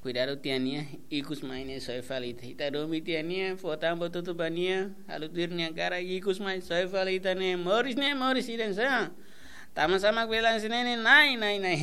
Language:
Tetum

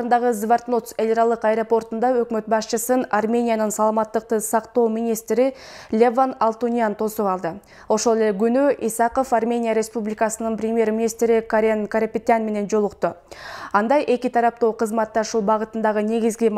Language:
Kyrgyz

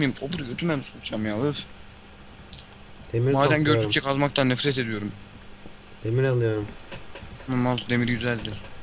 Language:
Turkish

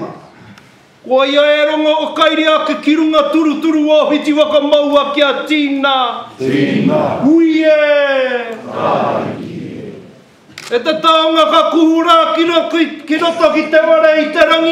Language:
Māori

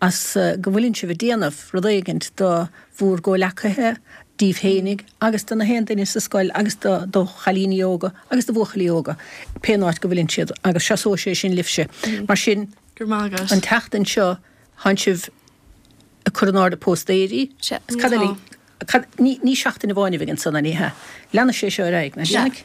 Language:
Irish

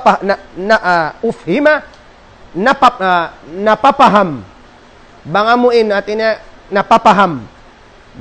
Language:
Tausug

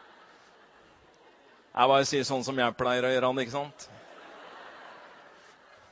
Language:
Norwegian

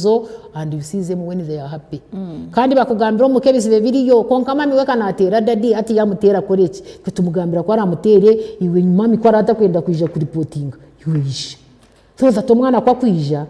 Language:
Nyankole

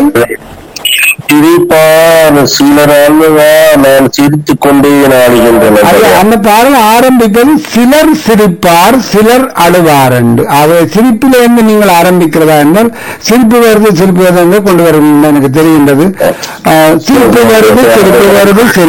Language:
Tamil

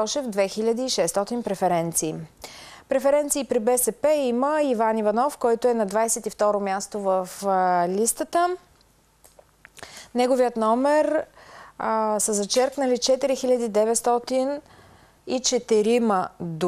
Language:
Bulgarian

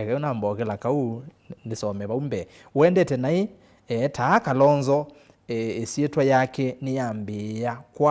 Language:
Kamba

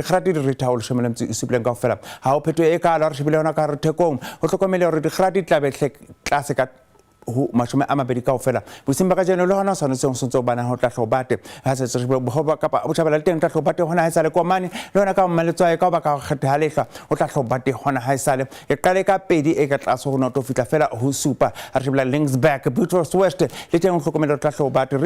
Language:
Southern Sotho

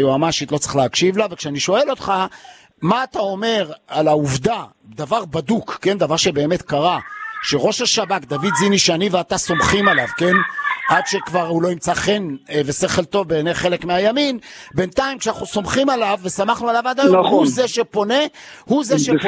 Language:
Hebrew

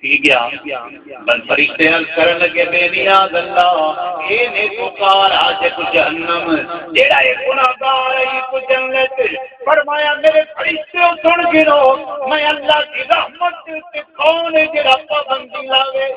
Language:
Saraiki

